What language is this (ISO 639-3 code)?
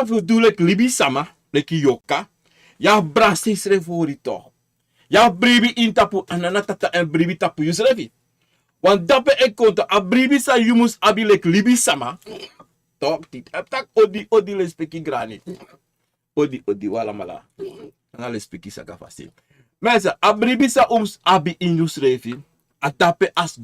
srn